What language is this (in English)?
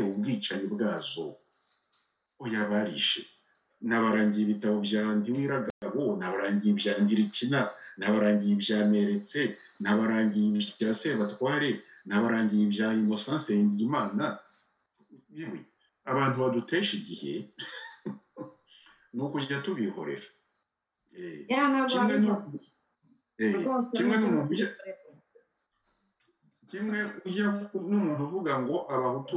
Kinyarwanda